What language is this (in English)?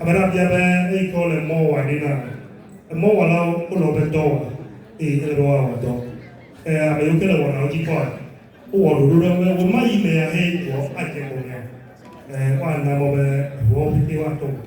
Ewe